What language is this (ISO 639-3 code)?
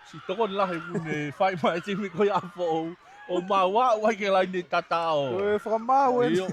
ton